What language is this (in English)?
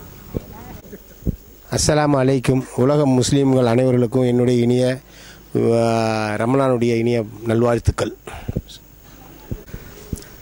Tamil